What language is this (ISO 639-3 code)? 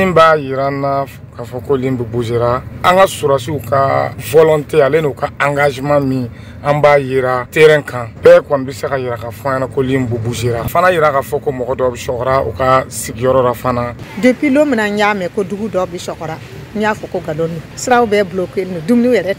bam